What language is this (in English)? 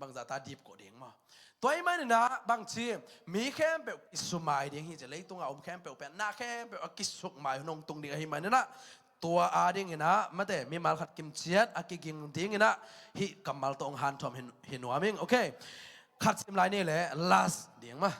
Tedim Chin